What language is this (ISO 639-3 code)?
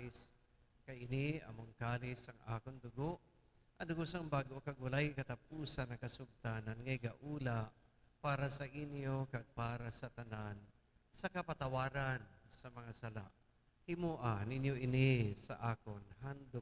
hil